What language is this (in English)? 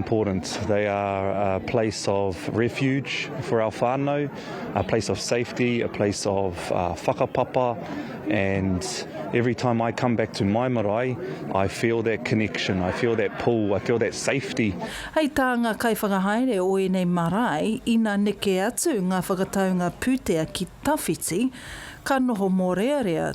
Māori